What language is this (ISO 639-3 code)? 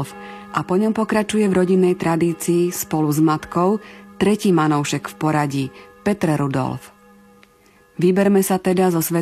slk